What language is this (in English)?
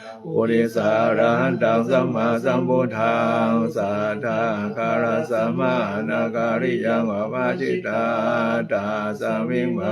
Pali